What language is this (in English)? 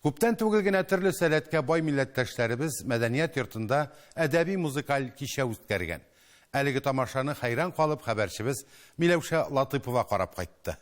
Tatar